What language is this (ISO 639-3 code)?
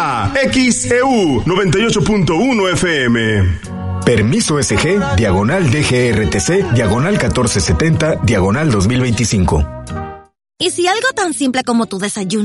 spa